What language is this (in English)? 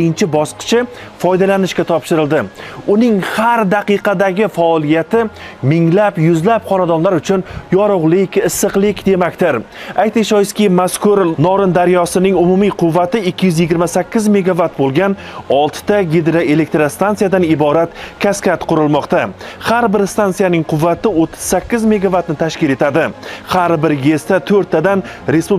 Uzbek